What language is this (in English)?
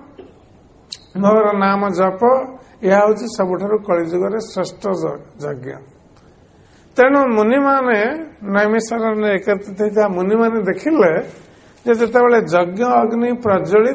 Odia